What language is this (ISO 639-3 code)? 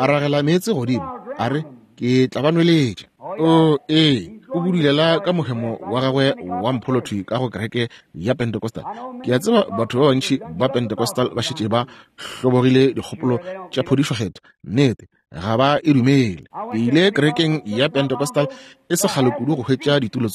nso